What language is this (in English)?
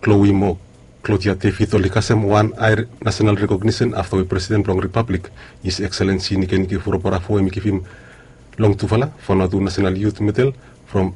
Bislama